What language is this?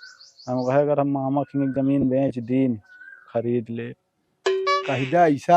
Awadhi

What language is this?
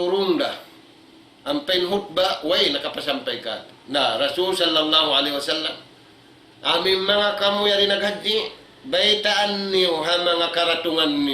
Tausug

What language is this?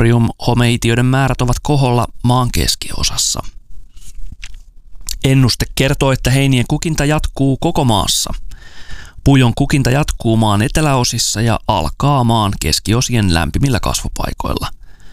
Finnish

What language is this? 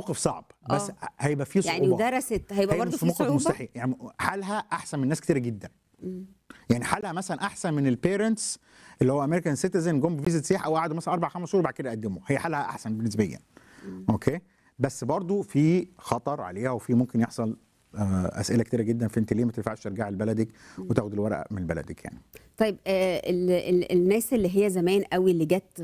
Egyptian Arabic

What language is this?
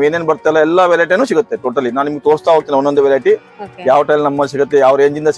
Kannada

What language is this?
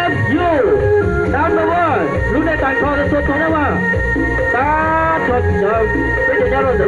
Hmong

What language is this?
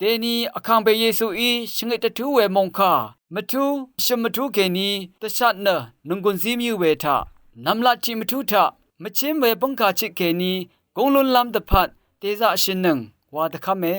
Rawang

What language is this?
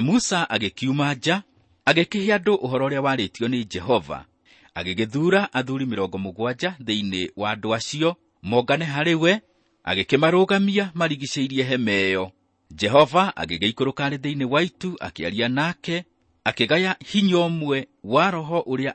Kikuyu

